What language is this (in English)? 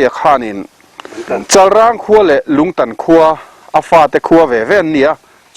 Mizo